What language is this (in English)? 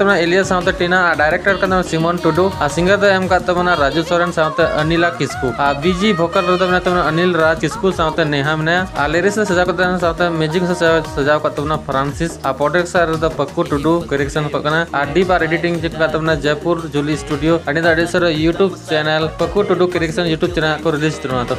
Santali